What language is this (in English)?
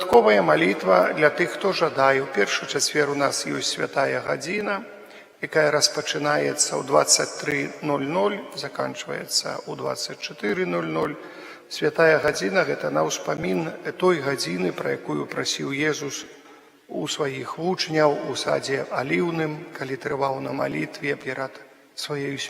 Belarusian